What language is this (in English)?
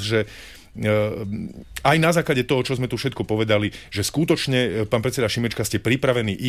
Slovak